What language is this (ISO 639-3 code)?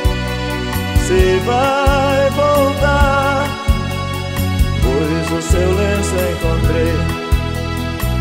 por